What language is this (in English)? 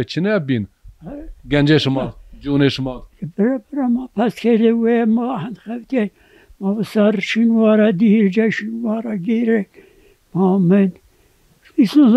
Zaza